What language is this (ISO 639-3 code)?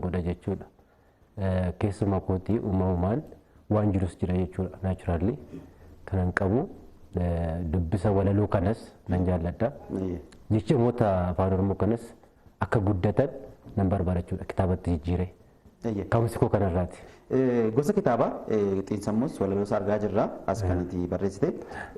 orm